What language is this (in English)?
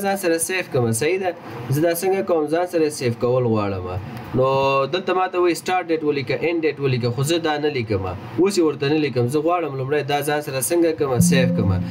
Pashto